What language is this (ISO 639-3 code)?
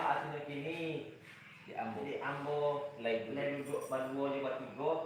min